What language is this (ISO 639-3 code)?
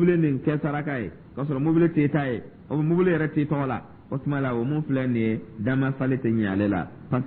dyu